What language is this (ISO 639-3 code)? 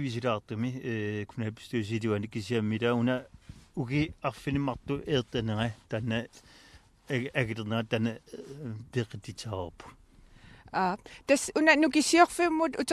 kal